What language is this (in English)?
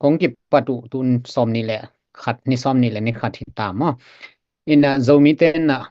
Tedim Chin